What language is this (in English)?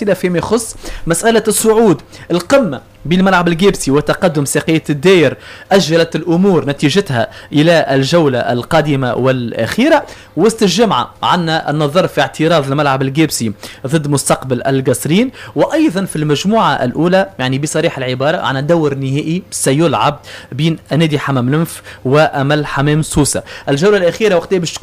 Tunisian Arabic